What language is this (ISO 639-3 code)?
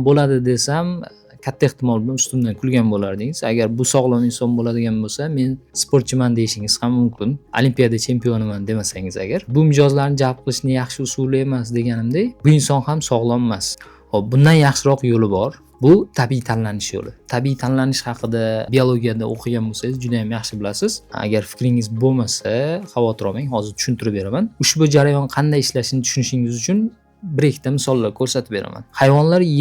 uzb